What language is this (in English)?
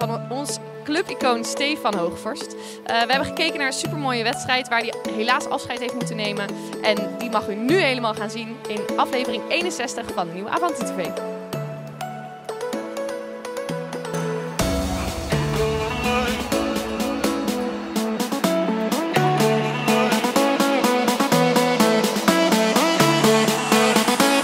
Dutch